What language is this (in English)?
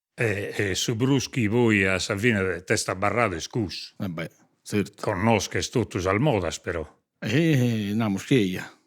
Sardinian